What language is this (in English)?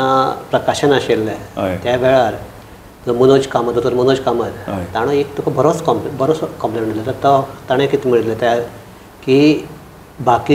Konkani